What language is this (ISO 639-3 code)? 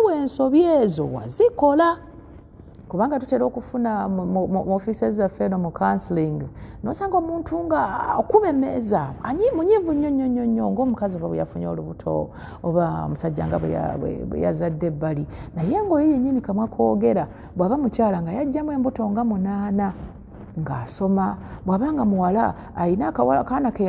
lug